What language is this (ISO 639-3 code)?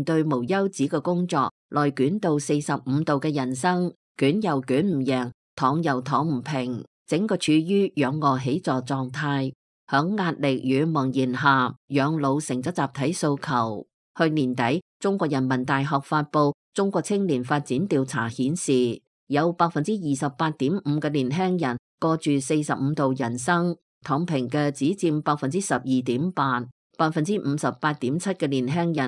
yue